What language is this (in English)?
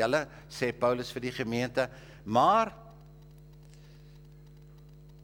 Afrikaans